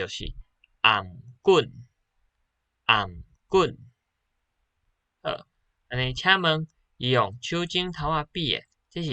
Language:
Min Nan Chinese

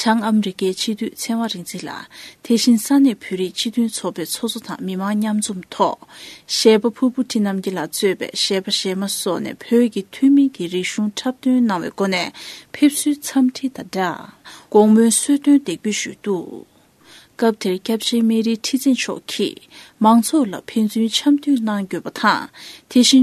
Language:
Tibetan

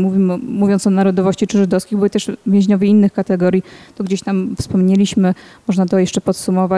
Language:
Polish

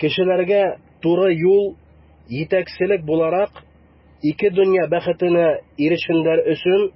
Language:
Bashkir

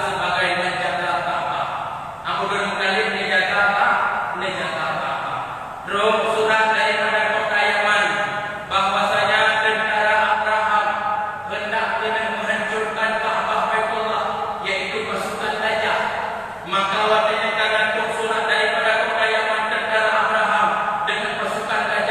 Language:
Achinese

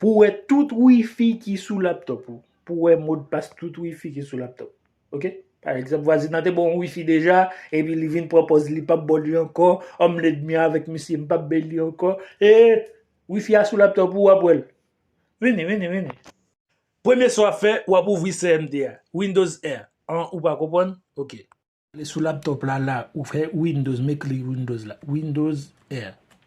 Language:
Haitian Creole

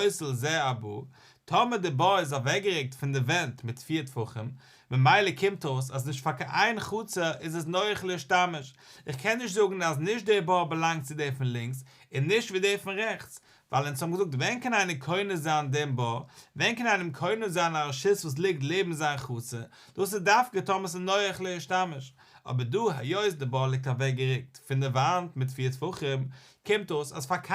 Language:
Yiddish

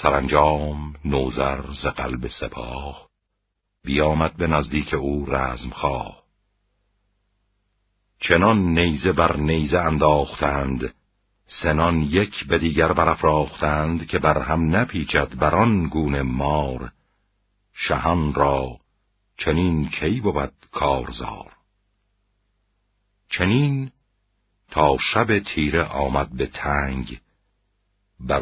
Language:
Persian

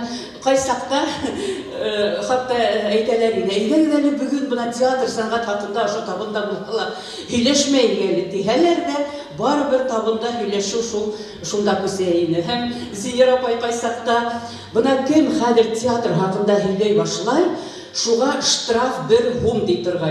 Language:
Bashkir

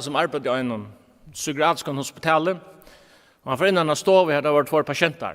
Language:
Faroese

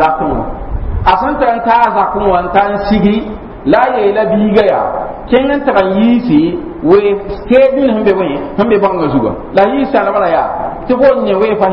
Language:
Mossi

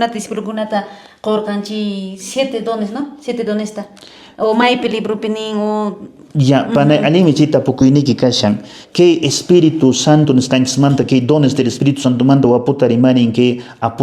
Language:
Quechua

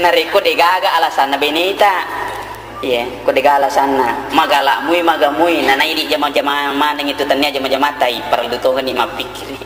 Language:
Buginese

